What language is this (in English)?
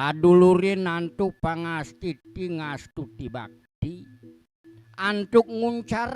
Balinese